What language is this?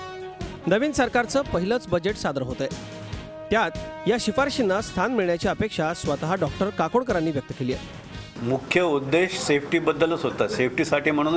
Marathi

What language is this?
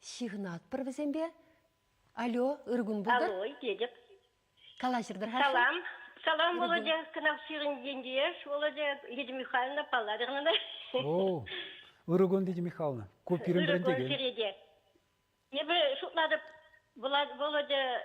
Chuvash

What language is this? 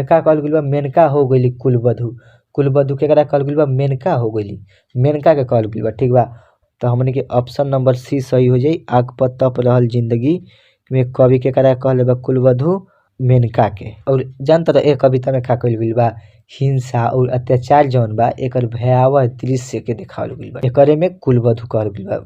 Bhojpuri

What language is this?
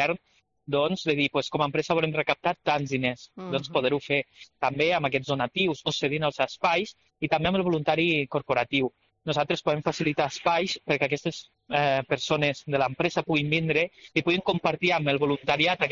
Catalan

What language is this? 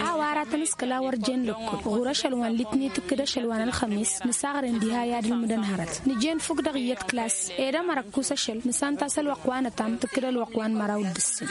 Tamasheq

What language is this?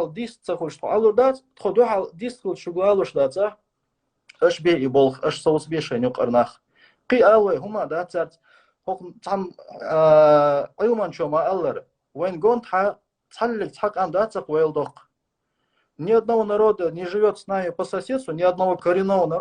Chechen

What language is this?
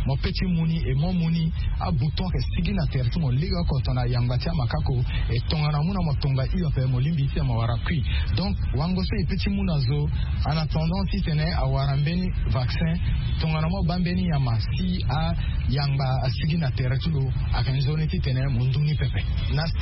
Sango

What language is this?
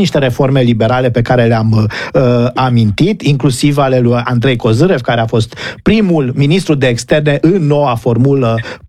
Romanian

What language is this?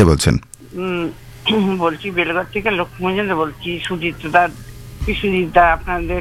Bangla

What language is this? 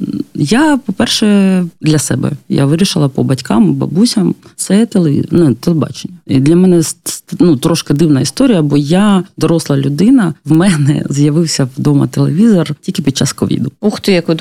Ukrainian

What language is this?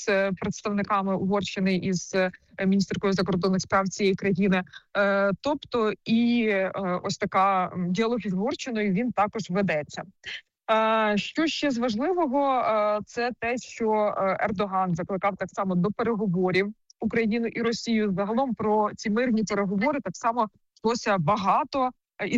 Ukrainian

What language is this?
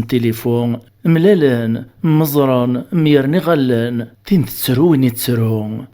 Kabyle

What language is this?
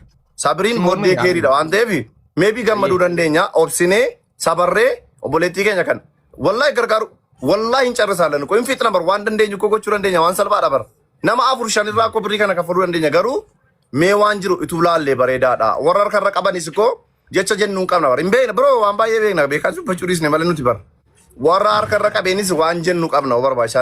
Oromo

